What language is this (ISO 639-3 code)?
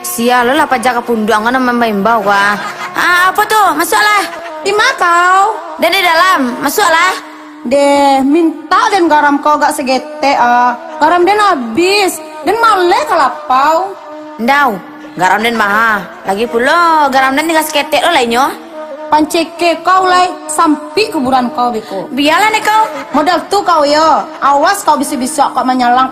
min